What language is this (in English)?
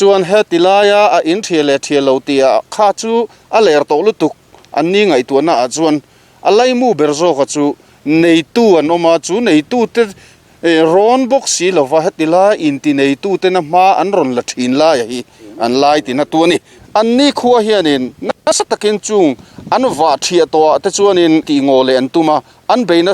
Mizo